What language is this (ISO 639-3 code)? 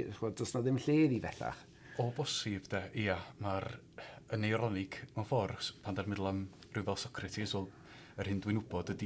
cym